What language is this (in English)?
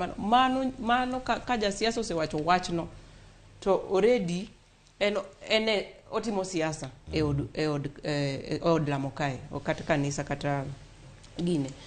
Luo (Kenya and Tanzania)